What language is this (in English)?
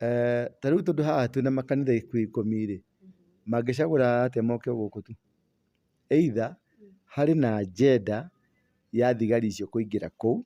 Kikuyu